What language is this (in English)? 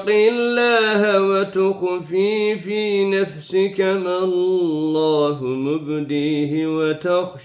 Arabic